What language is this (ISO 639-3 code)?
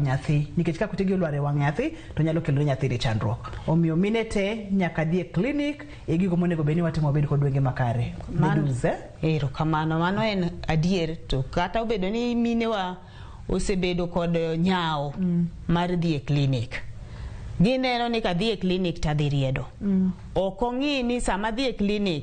luo